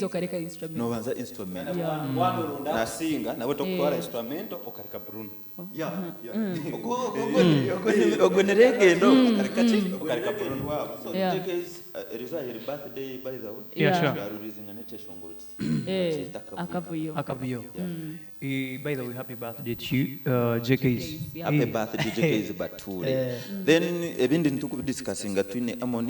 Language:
Nyankole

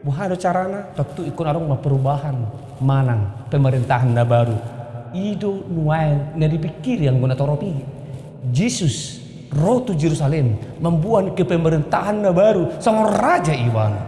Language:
Batak Toba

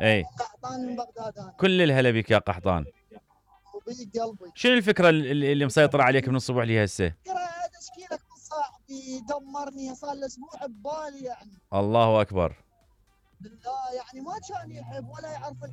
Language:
Mesopotamian Arabic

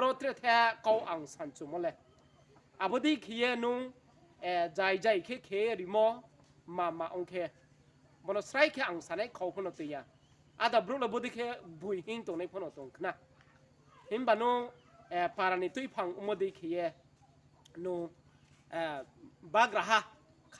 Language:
Riang (India)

